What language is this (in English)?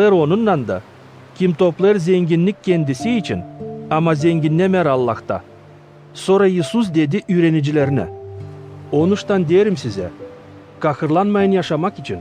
Gagauz